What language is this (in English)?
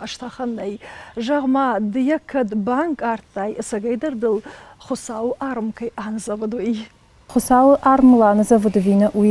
Ossetic